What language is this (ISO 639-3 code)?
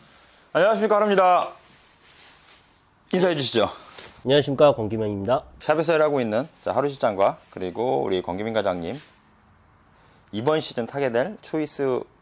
kor